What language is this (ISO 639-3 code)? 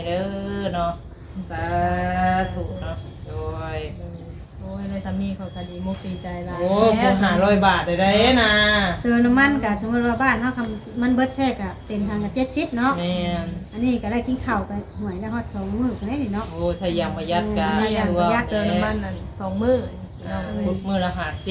lao